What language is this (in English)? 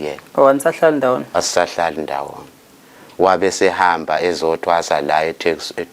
Zulu